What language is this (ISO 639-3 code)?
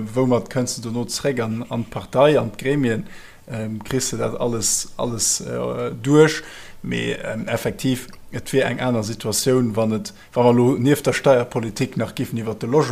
ltz